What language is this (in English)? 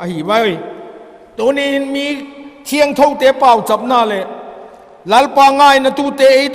Vaiphei